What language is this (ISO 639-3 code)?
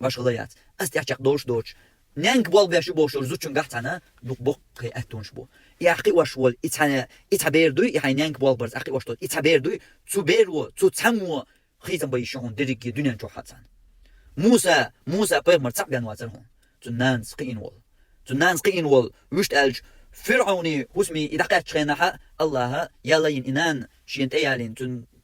che